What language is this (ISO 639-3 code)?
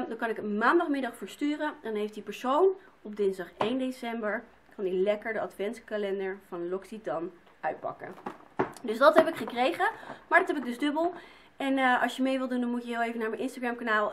nld